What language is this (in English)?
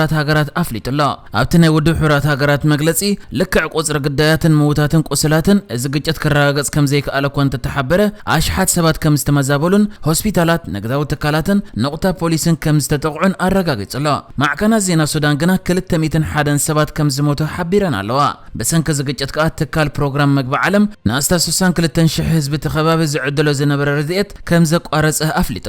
Tigrinya